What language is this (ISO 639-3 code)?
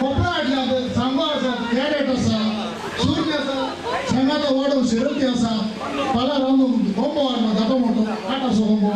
kok